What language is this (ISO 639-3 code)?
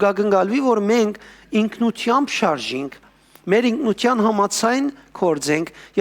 hyw